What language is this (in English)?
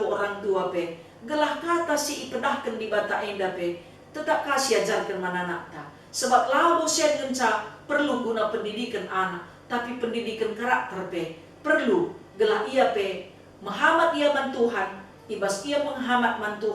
Batak Karo